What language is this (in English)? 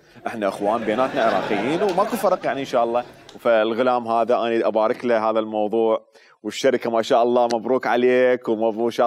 Mesopotamian Arabic